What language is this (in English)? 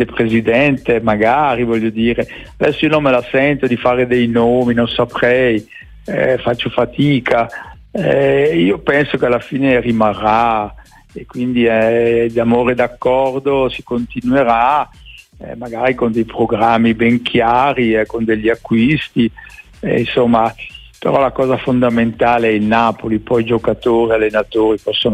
Italian